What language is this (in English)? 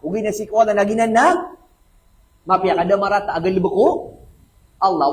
Maranao